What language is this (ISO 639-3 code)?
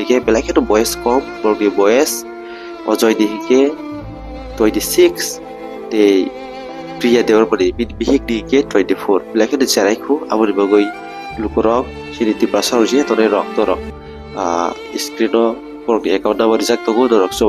trp